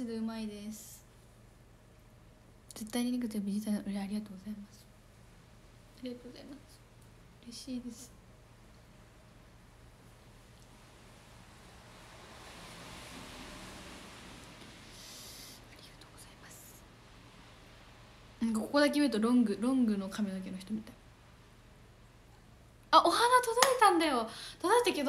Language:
Japanese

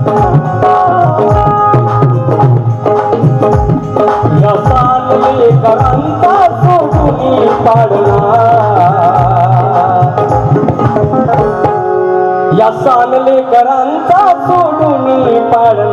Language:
Marathi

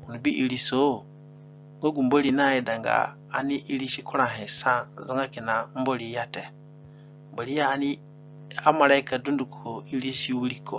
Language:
Zande (individual language)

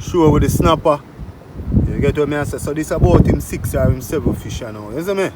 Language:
Jamaican Creole English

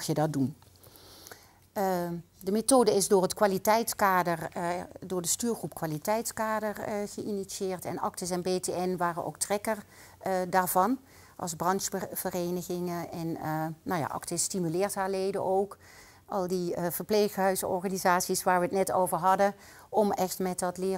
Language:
Dutch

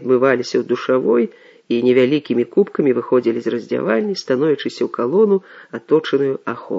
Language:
Belarusian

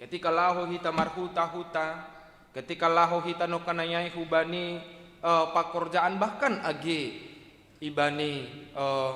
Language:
Batak Simalungun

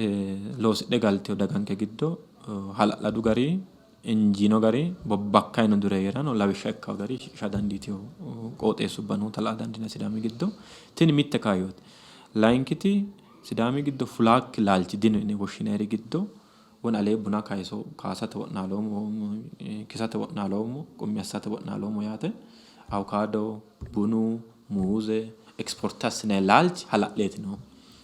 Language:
Sidamo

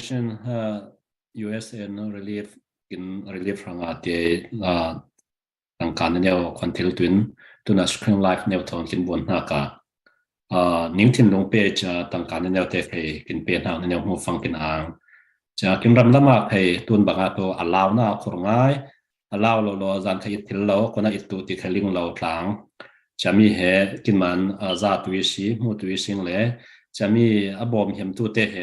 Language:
Falam Chin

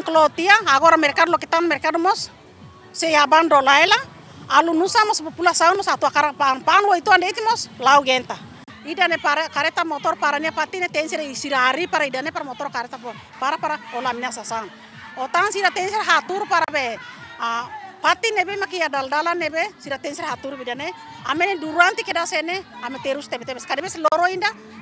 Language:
Tetum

